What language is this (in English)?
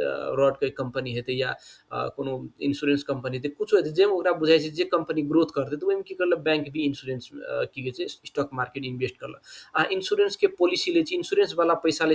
Maithili